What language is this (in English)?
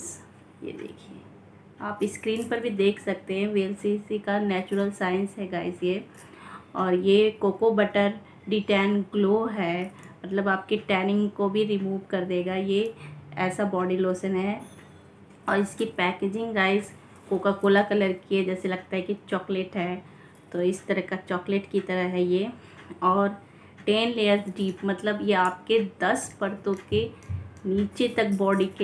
Hindi